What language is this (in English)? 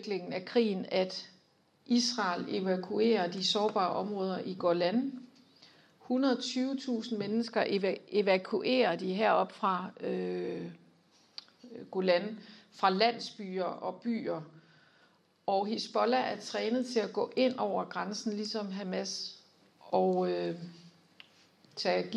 Danish